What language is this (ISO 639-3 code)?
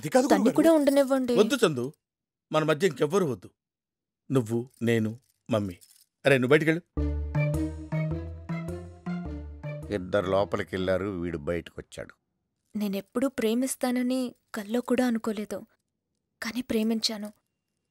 tel